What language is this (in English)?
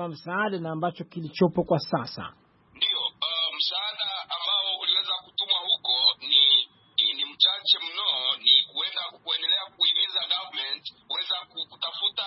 Swahili